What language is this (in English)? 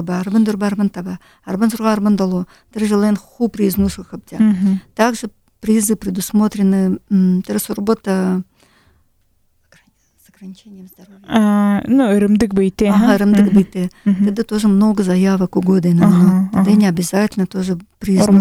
Buriat